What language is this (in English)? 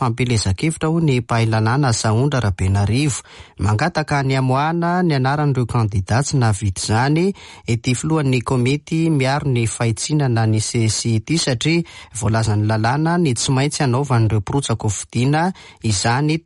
Malagasy